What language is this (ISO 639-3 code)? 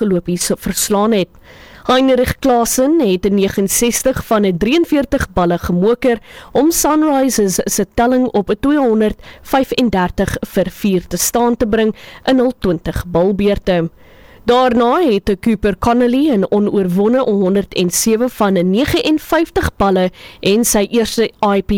afr